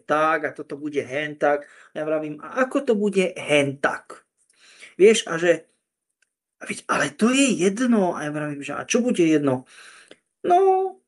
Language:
Slovak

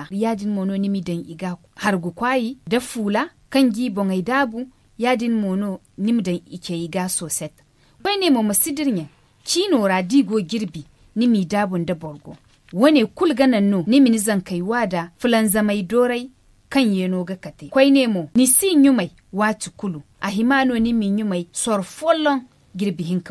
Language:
Zarma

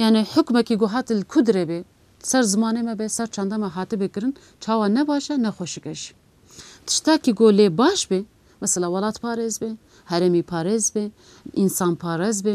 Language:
Kurdish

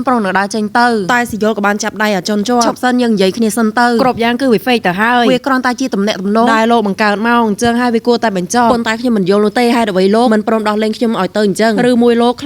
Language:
Khmer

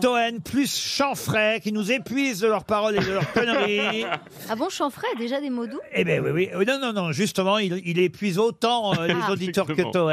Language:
French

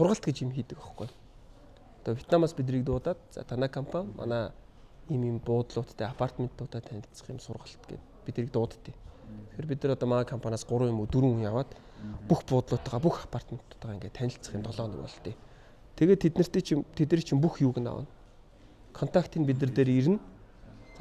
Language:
Mongolian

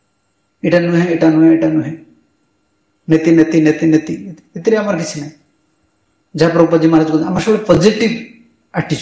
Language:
Odia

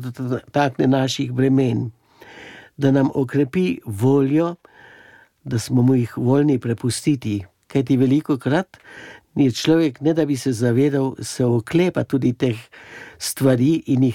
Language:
Slovenian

